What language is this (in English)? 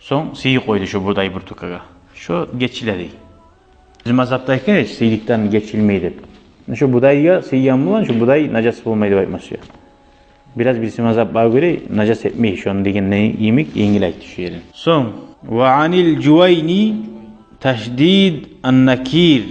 Kumyk